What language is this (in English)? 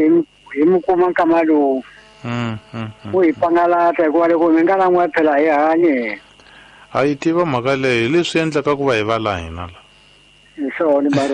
Tsonga